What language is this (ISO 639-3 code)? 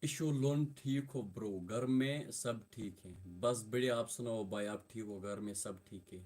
kas